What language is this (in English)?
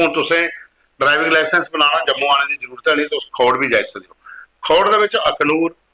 Dogri